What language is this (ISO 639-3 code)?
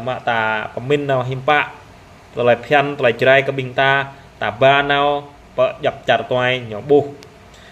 jra